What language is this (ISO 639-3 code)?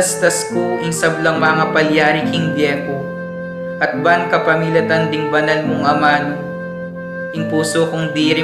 pam